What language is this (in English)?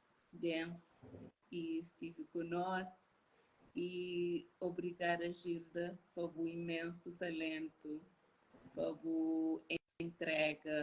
Kabuverdianu